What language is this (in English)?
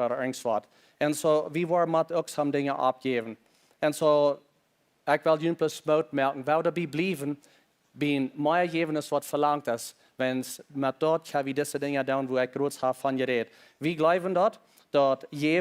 Plautdietsch